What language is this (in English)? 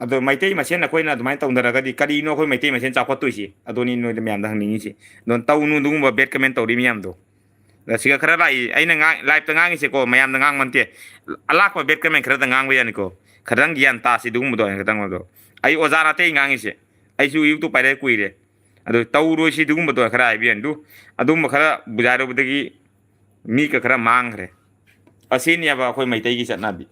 Manipuri